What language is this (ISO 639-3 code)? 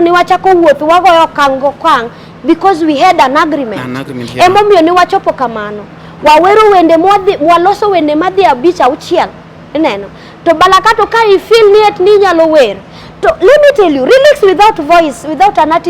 luo